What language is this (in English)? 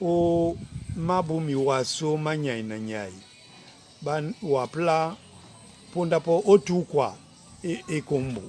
Duala